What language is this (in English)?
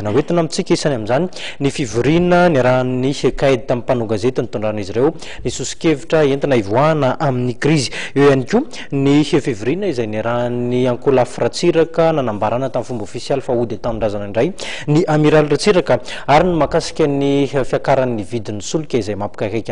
Malagasy